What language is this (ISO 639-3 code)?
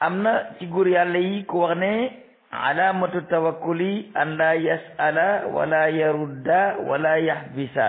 wol